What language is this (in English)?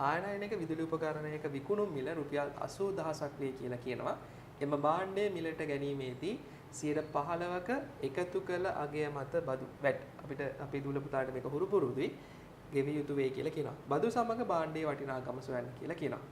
Sinhala